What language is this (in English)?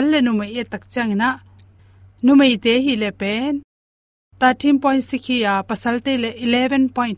Tedim Chin